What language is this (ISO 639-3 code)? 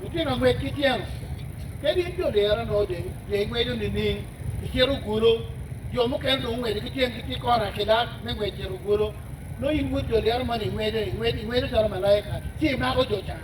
ach